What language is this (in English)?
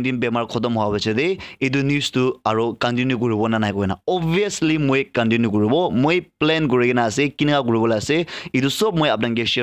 Naga Pidgin